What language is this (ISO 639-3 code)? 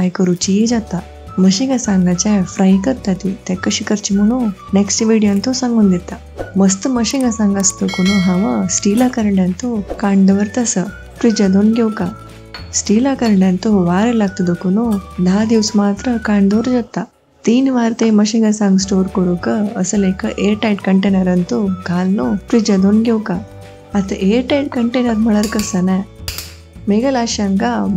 kok